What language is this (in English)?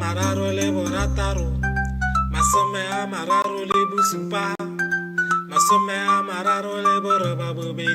Tswana